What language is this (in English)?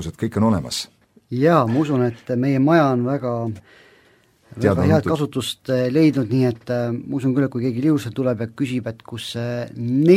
Estonian